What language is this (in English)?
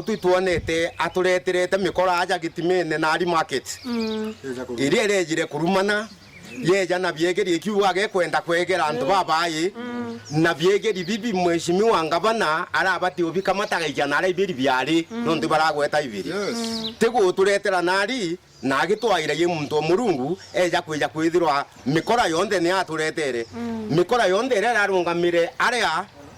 Meru